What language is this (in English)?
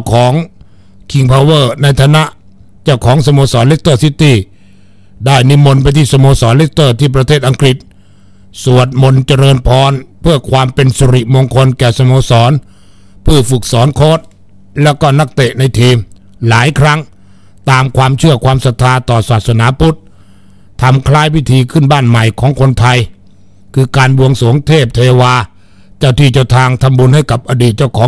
Thai